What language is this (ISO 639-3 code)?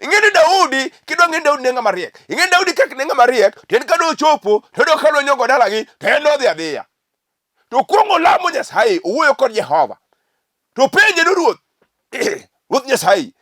luo